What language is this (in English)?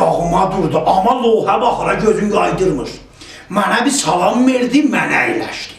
South Azerbaijani